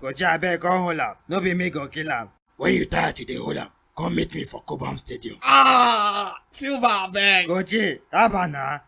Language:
Nigerian Pidgin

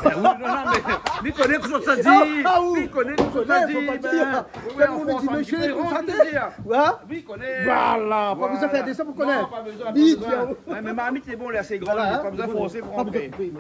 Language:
Réunion Creole French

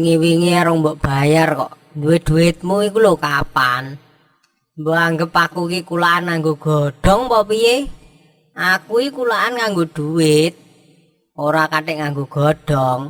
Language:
Javanese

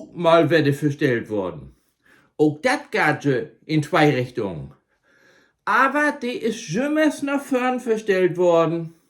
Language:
Low German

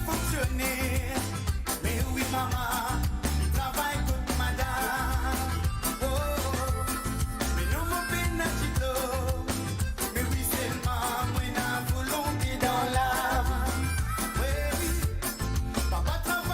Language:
Morisyen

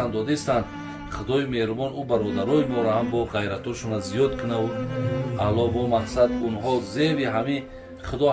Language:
Tajik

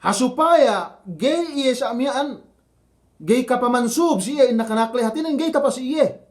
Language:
Yakan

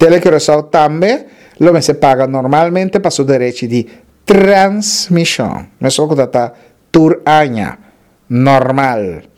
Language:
Papiamento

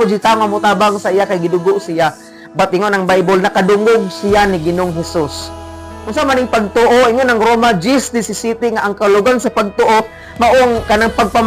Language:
Cebuano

